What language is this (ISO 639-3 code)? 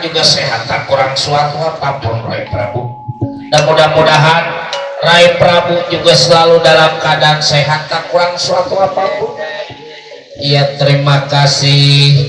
bew